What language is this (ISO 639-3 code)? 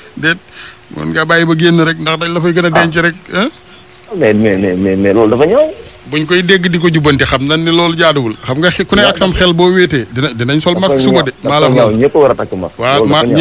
wol